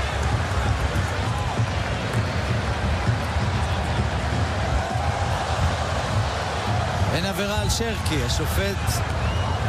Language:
Hebrew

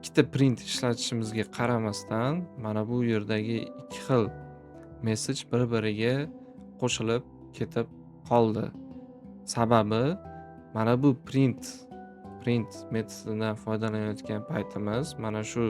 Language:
Uzbek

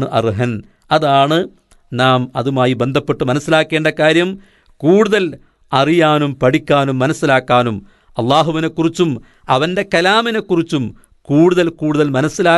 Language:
Malayalam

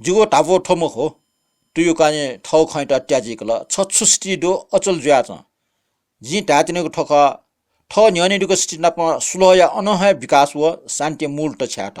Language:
Newari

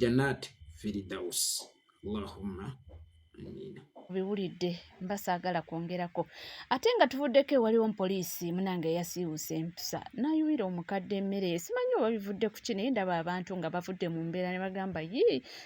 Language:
Ganda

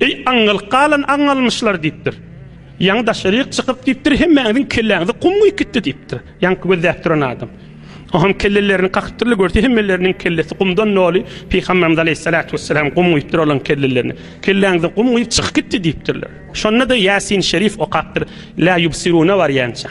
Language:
Turkmen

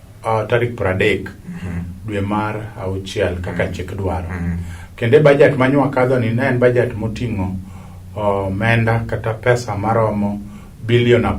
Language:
Luo (Kenya and Tanzania)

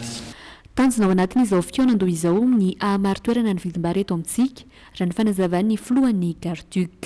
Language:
Malagasy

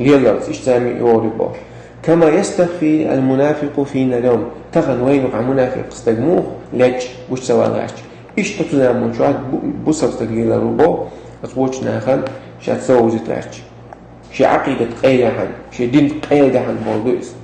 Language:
Chechen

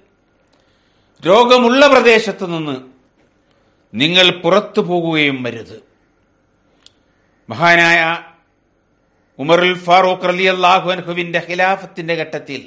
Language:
Malayalam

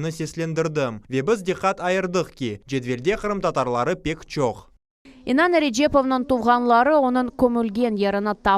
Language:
Crimean Tatar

